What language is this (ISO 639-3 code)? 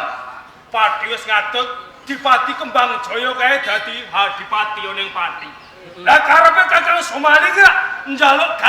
jav